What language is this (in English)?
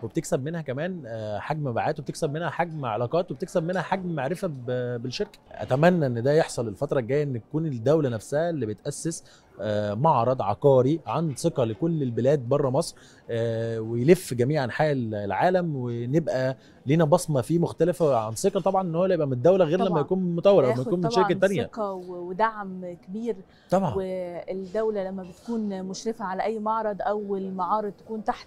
Egyptian Arabic